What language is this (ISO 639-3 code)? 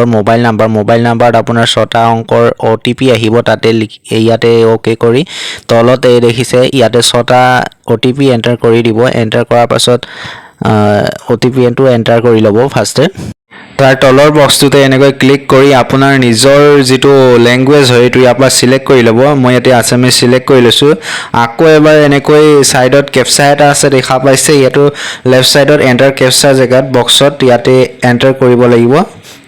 asm